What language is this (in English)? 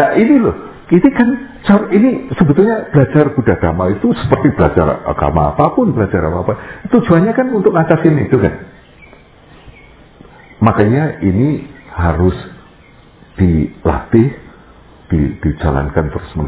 Indonesian